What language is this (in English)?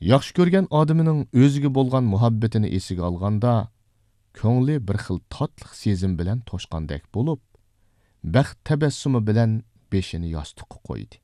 Uyghur